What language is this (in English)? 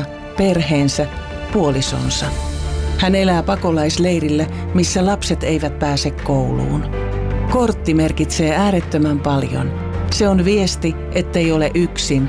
Finnish